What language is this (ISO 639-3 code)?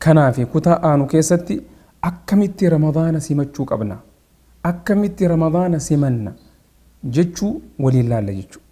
orm